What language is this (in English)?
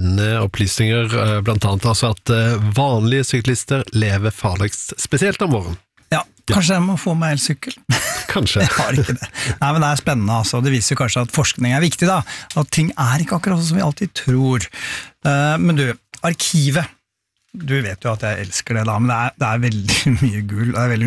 Norwegian